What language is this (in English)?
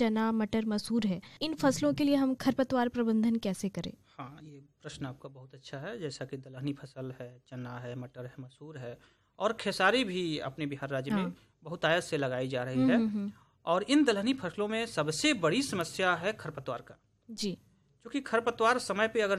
Hindi